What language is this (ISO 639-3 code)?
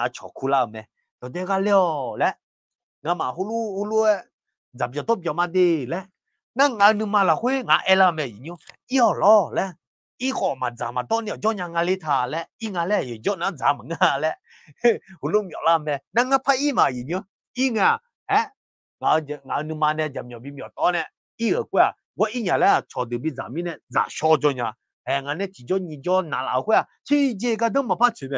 ahk